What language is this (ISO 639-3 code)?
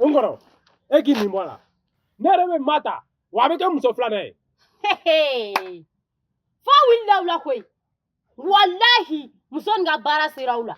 bam